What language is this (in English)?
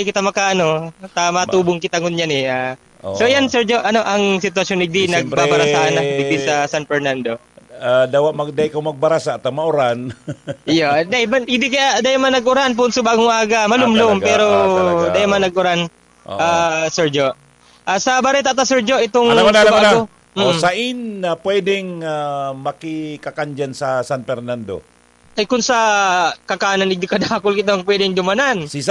Bikol